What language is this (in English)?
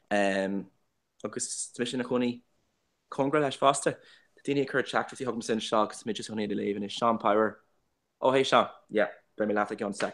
Irish